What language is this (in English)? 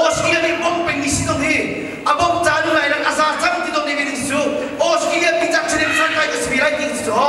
Hakha Chin